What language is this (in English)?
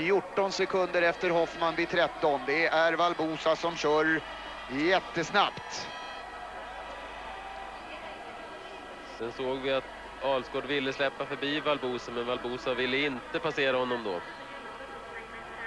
Swedish